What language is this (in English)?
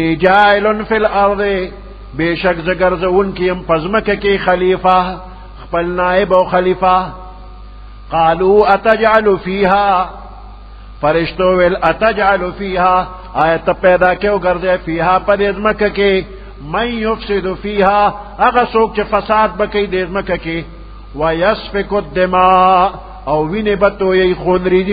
Pashto